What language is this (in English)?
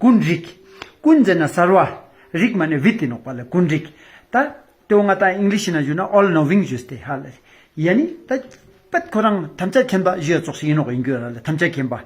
Ladakhi